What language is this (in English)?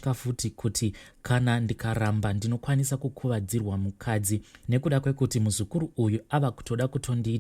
Shona